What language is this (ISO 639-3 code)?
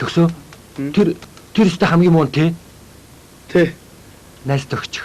mon